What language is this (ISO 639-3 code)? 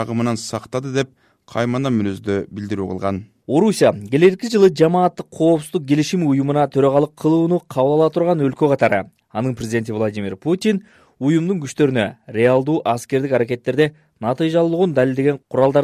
kir